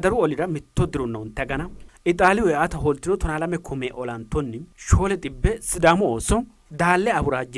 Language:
Sidamo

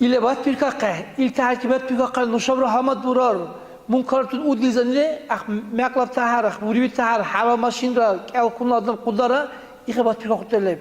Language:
Dargwa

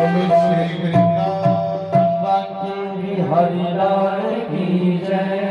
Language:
Dogri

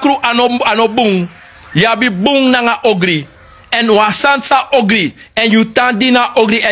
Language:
Sranan Tongo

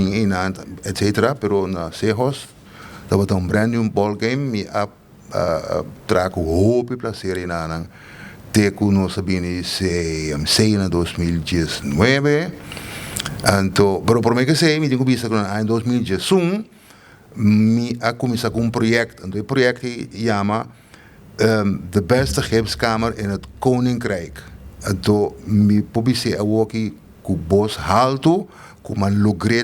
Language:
Papiamento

